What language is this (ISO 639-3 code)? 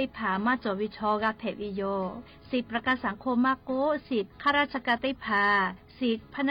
lhu